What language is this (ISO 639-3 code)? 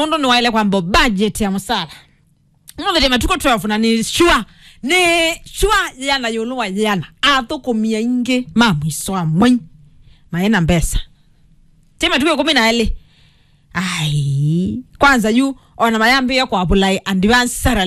kam